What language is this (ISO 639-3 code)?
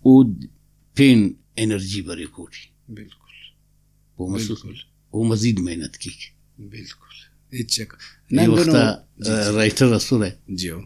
brh